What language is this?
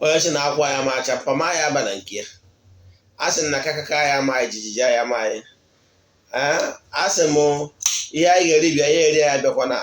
Igbo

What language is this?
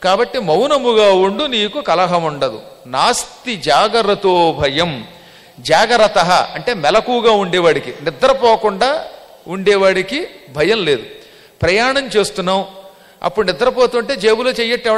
Telugu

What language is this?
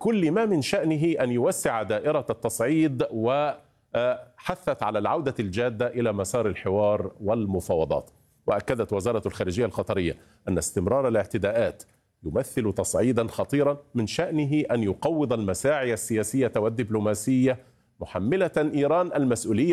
Arabic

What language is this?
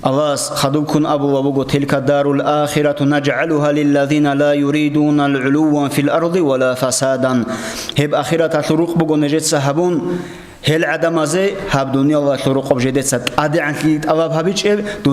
Avaric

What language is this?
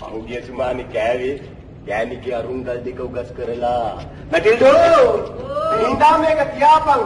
Sinhala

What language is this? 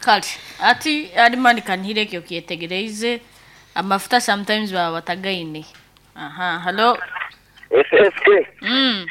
Nyankole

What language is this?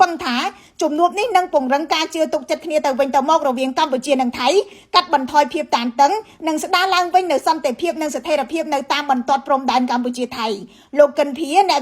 Khmer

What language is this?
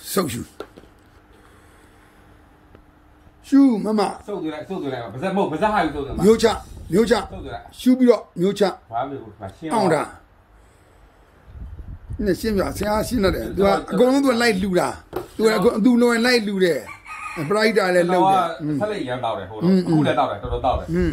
Burmese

